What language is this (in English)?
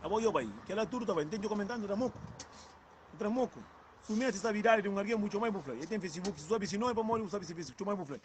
Kabuverdianu